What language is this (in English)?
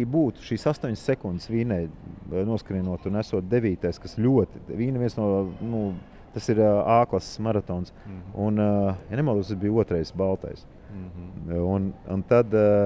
Latvian